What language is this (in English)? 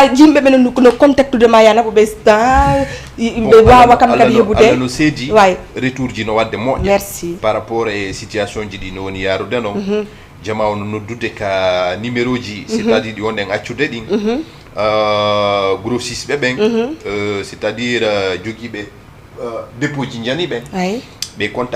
Fula